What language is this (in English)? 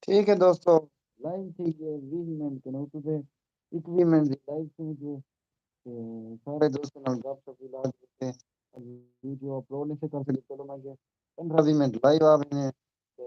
Saraiki